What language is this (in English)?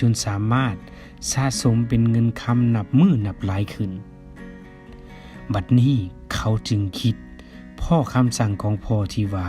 Lao